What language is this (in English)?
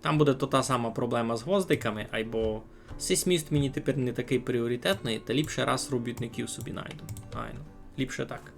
Rusyn